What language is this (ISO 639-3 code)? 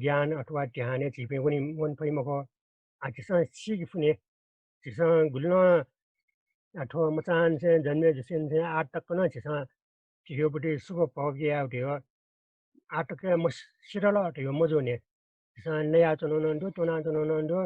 new